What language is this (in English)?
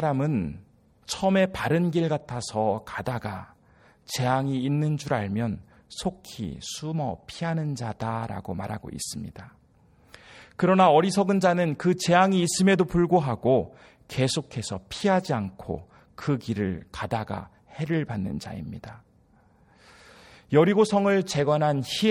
Korean